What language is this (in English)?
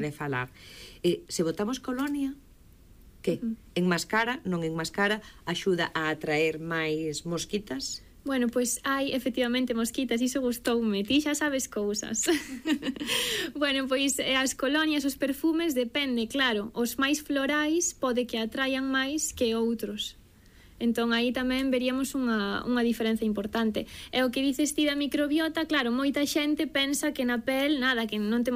Galician